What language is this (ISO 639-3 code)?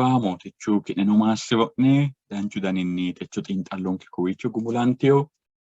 sid